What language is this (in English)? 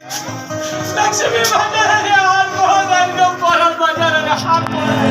Konkani